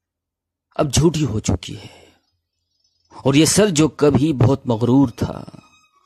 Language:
Urdu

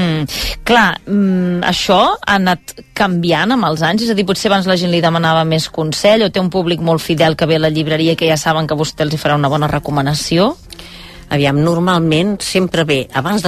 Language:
Catalan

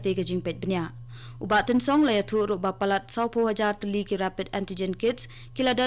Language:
Khasi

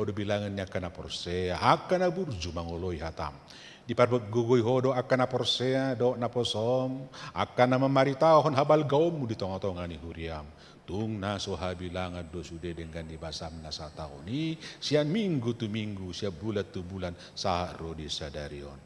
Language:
Batak Toba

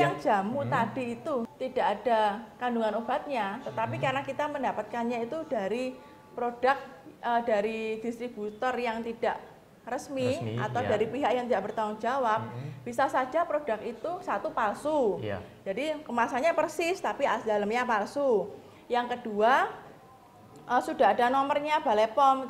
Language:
Indonesian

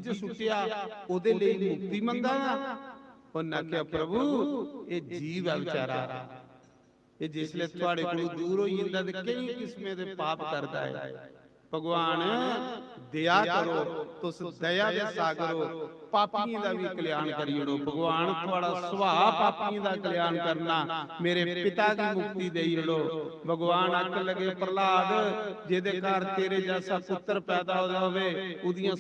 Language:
Dogri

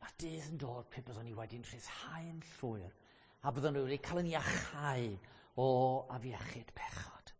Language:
Welsh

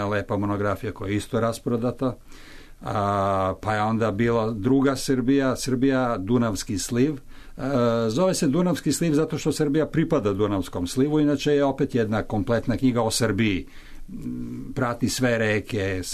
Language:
Serbian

